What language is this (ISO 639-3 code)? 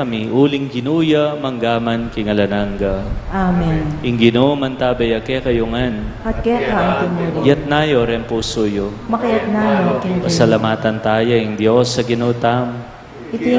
pam